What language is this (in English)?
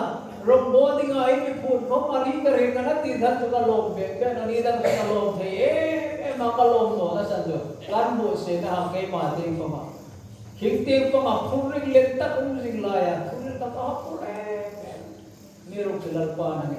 Hmar